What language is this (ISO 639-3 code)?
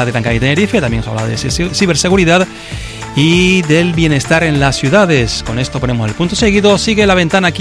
spa